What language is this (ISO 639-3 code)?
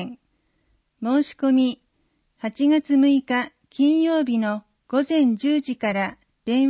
jpn